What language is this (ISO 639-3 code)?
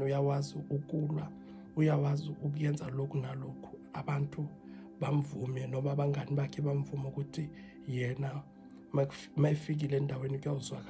zul